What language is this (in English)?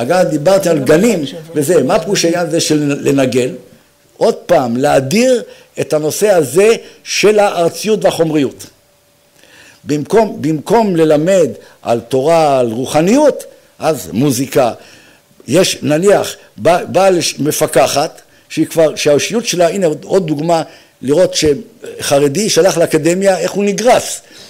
Hebrew